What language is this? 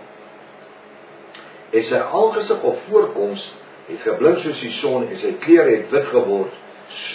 Afrikaans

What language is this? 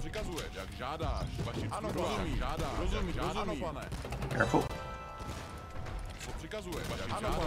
Czech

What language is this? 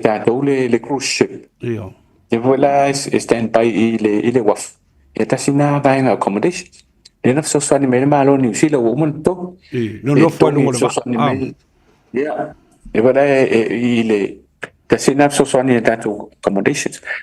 Samoan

